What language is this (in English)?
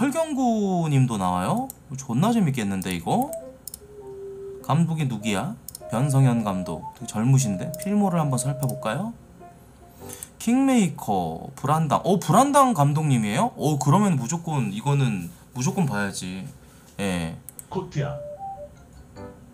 Korean